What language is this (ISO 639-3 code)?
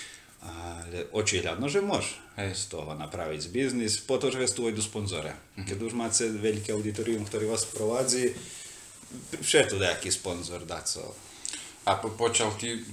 slk